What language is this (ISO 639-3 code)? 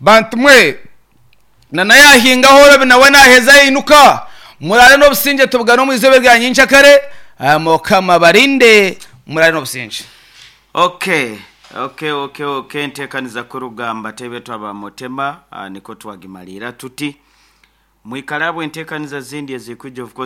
nyn